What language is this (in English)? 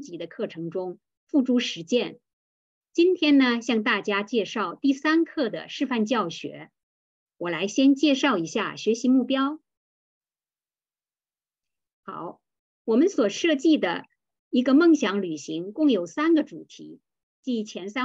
Chinese